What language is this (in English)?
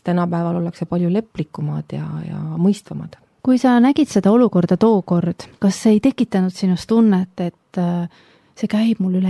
Estonian